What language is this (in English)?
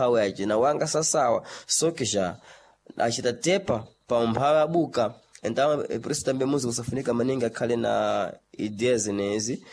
Sena